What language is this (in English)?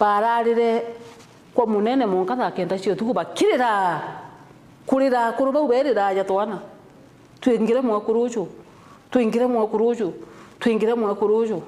Meru